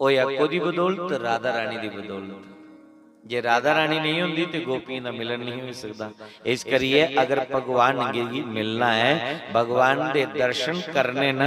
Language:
Dogri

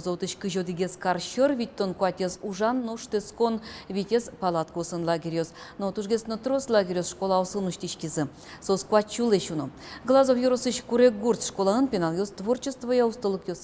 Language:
Udmurt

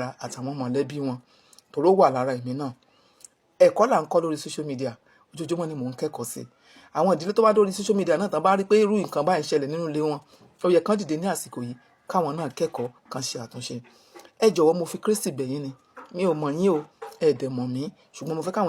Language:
Yoruba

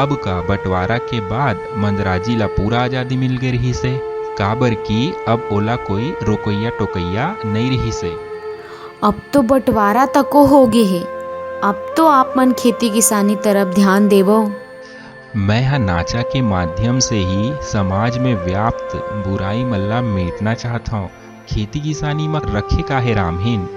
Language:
Chhattisgarhi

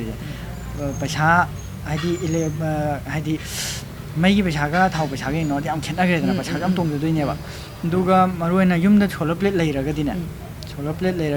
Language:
Manipuri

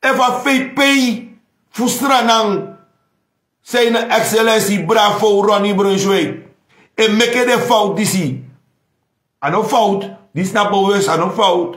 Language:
Sranan Tongo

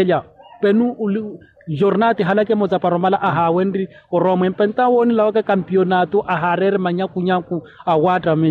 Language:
Makhuwa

